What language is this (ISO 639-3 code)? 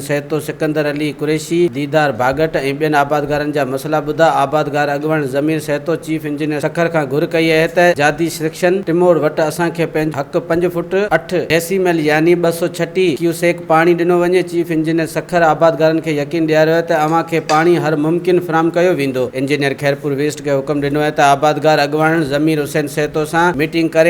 snd